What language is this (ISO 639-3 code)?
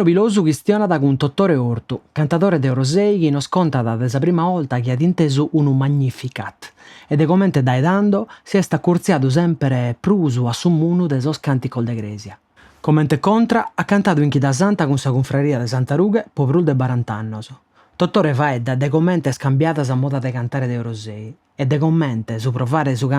srd